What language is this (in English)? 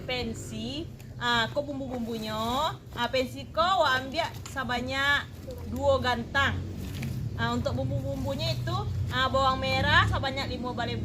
Minangkabau